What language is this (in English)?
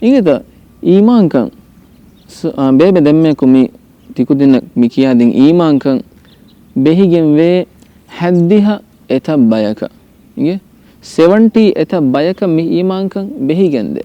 Divehi